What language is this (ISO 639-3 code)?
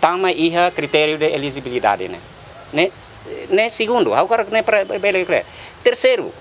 tet